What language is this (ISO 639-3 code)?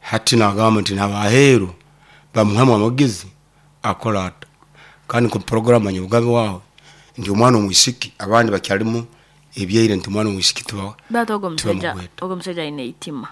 nyo